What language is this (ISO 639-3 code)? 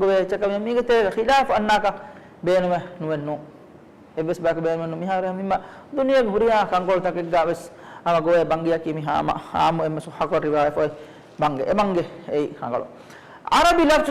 div